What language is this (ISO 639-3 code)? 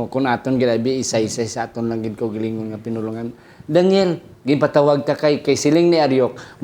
hil